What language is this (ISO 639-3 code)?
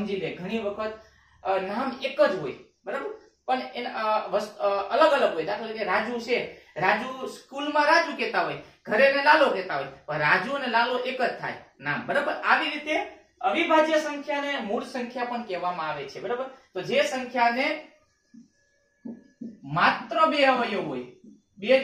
guj